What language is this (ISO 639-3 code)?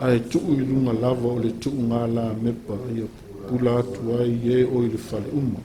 smo